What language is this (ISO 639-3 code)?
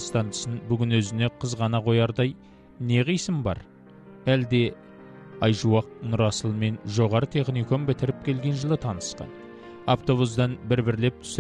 kaz